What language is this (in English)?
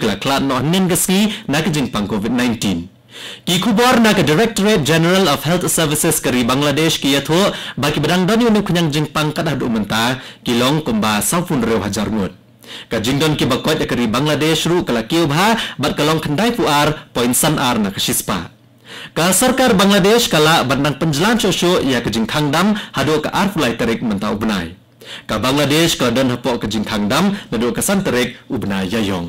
Khasi